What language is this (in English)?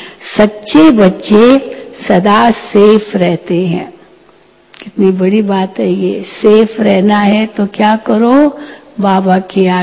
Hindi